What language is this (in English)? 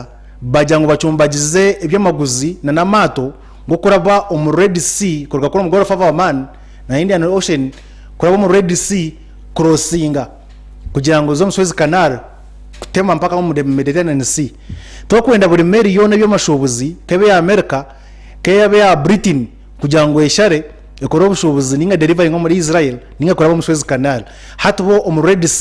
Nyankole